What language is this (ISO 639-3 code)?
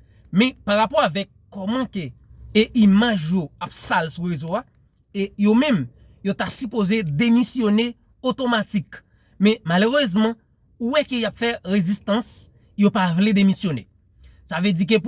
hat